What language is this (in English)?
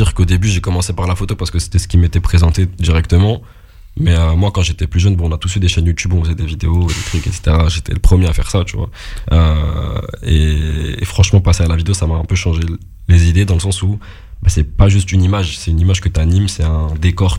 French